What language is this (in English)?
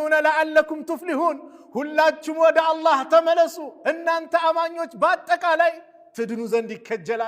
Amharic